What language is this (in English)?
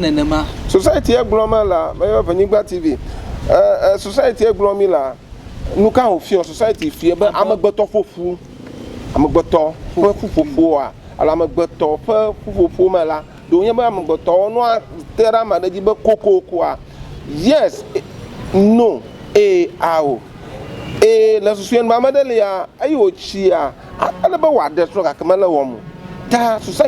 Ewe